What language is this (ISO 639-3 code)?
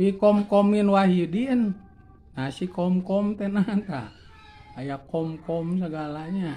sun